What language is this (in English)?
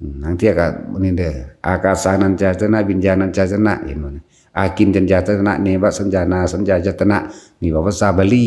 Northeastern Thai